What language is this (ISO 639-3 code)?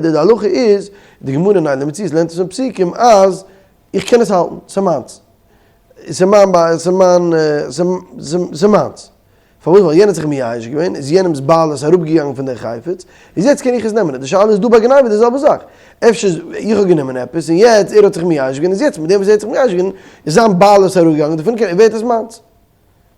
yid